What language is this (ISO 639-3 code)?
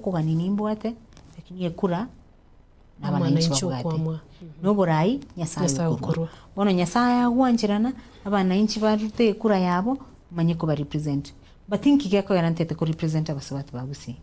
guz